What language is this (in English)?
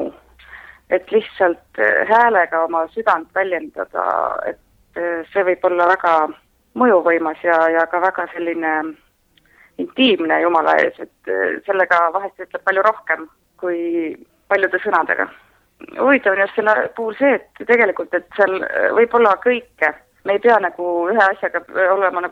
Estonian